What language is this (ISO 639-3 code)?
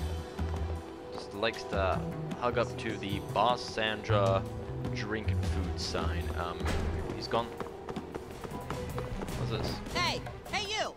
eng